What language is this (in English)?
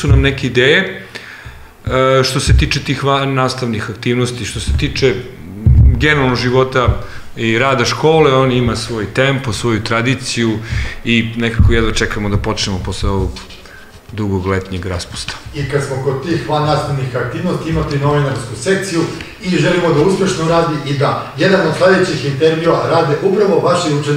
Serbian